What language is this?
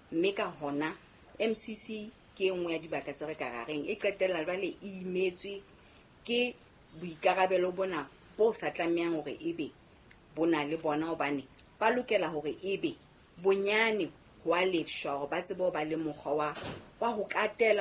Southern Sotho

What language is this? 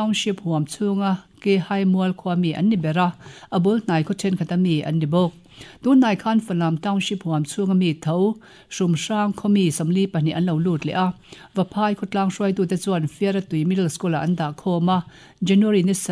Mizo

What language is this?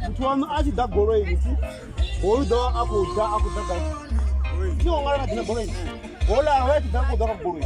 Venda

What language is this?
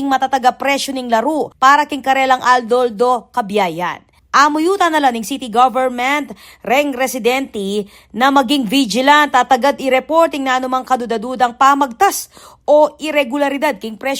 Pampanga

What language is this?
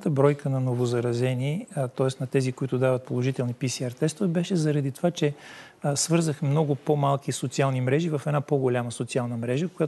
Bulgarian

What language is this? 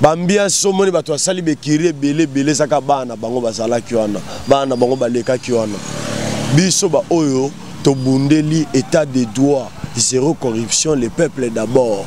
Lingala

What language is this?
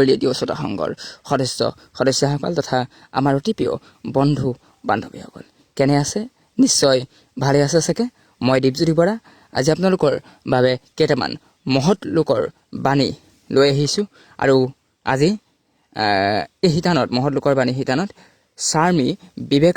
Assamese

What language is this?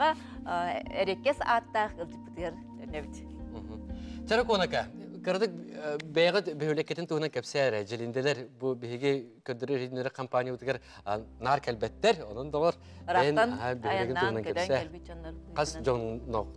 Yakut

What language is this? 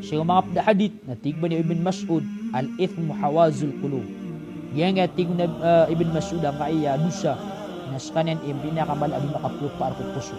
Maranao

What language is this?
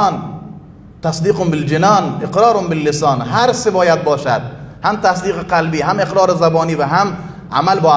Persian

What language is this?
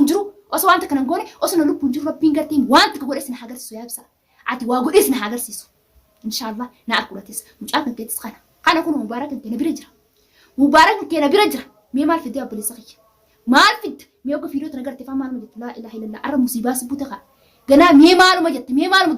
Oromo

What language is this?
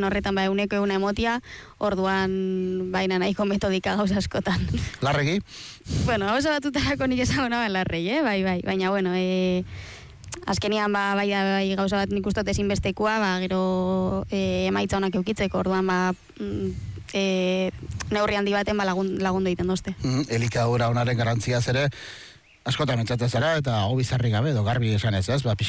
Basque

